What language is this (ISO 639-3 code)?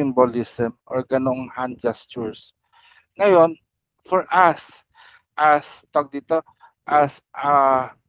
fil